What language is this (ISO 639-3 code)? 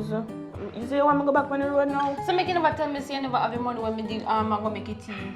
jam